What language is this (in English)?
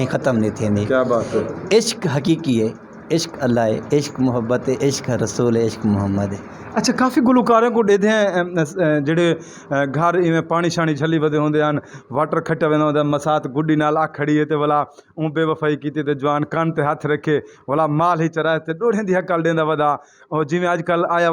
Saraiki